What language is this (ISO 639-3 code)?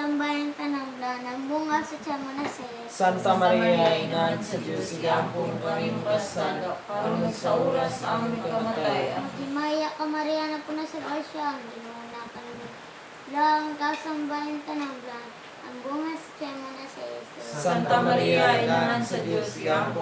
ceb